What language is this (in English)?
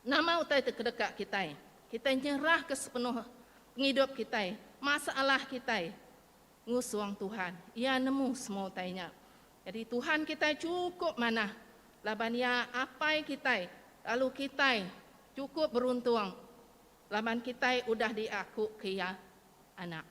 Iban